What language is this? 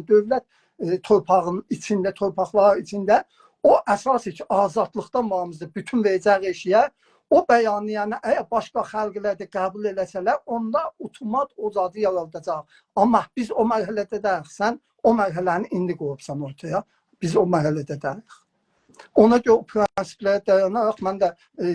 South Azerbaijani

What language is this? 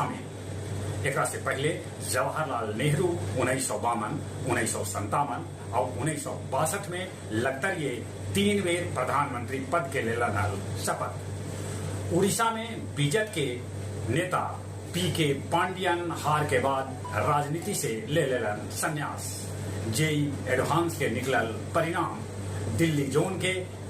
Magahi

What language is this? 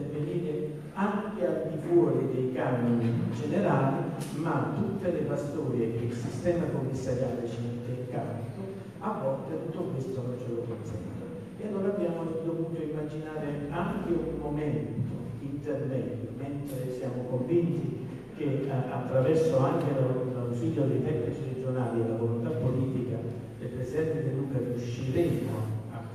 Italian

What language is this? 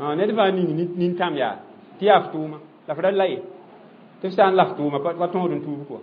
Mossi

